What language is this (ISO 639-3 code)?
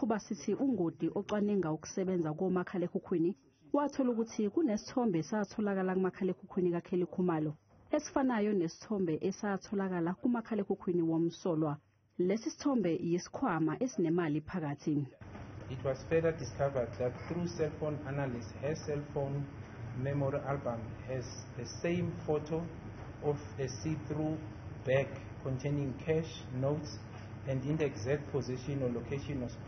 zul